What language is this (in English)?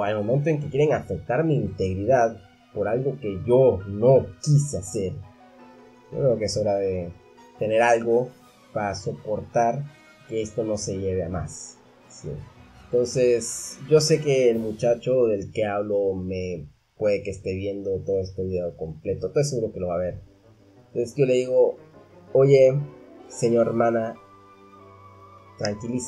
Spanish